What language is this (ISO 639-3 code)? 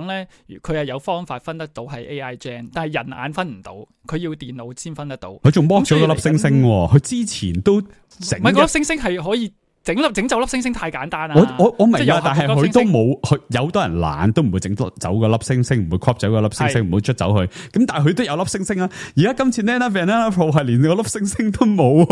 yue